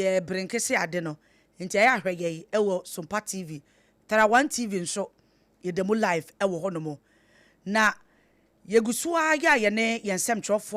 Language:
Akan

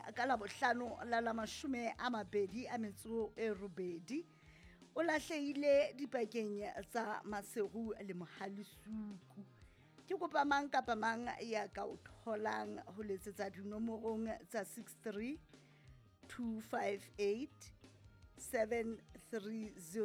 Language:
Southern Sotho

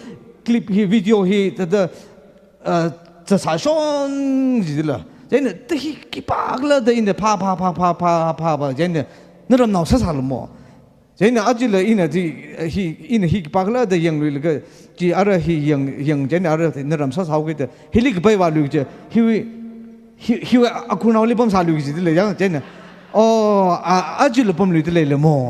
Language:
Tangkhul Naga (India)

